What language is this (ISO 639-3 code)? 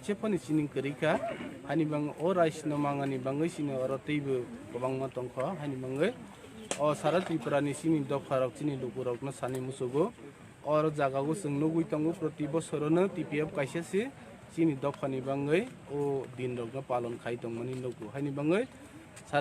trp